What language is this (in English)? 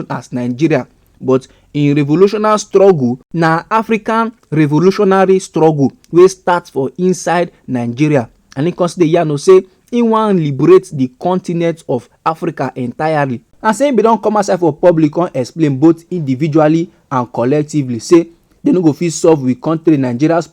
Nigerian Pidgin